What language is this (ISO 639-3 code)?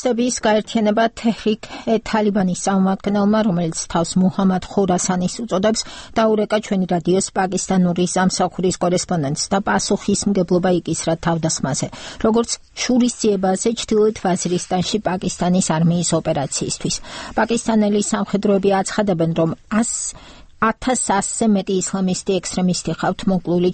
kat